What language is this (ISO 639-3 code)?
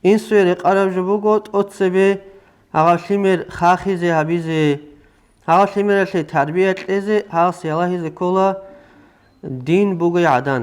ava